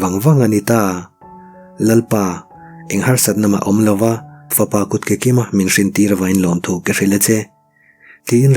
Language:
Mizo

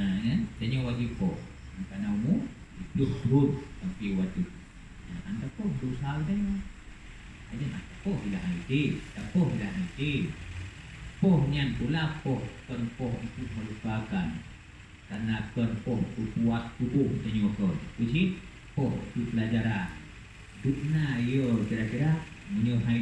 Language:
Achinese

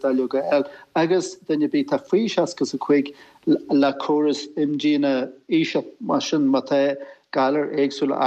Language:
Irish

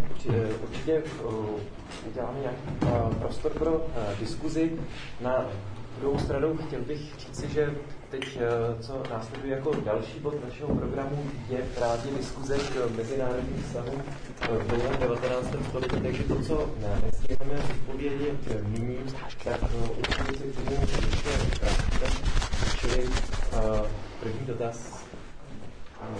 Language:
Czech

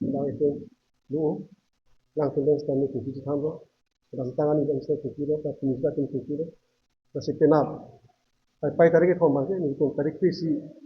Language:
Karbi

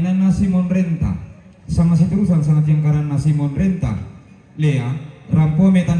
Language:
Toraja-Sa'dan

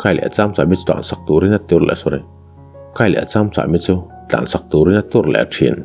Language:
Mizo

